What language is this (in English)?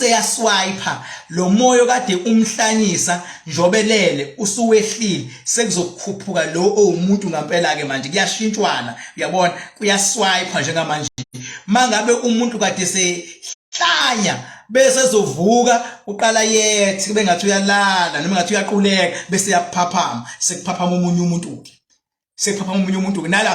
Zulu